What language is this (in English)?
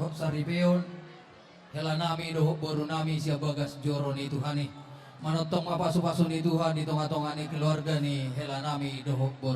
Batak Toba